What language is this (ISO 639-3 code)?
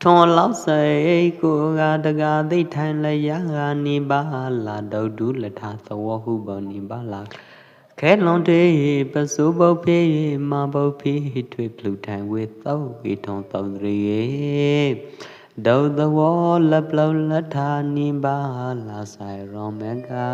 kjp